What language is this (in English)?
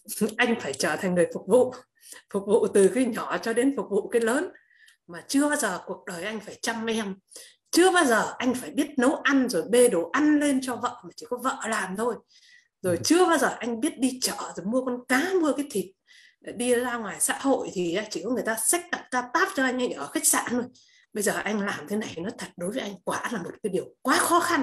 Vietnamese